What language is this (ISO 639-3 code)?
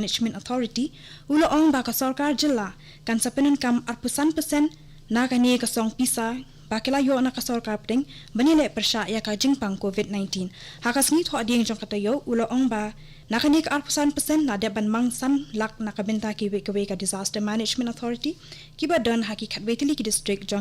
kha